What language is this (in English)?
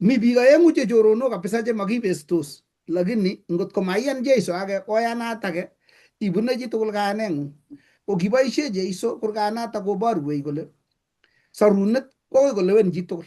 Kalenjin